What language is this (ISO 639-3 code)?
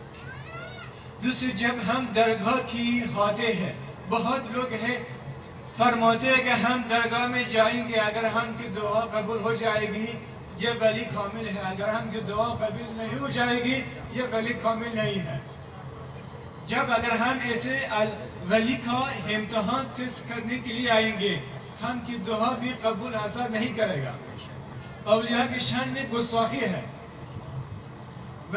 urd